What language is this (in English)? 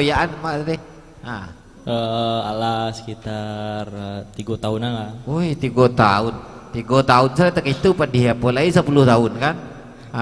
Minangkabau